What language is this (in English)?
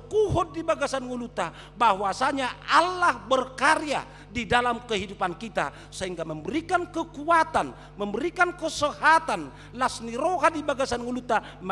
Batak Toba